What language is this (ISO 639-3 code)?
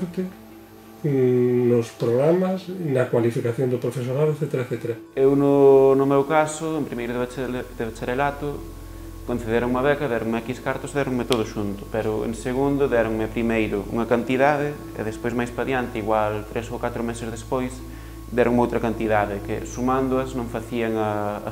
glg